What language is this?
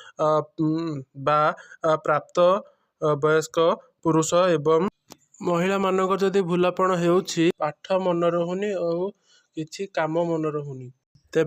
Odia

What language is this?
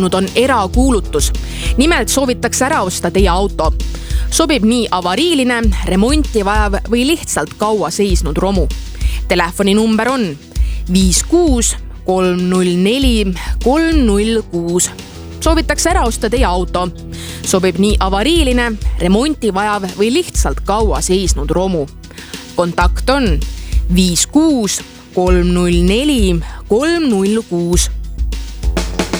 Estonian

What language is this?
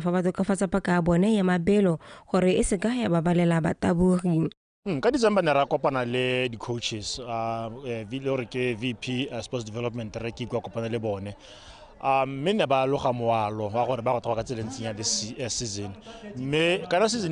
Tswana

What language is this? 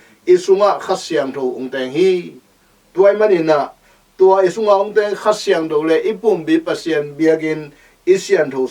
Tedim Chin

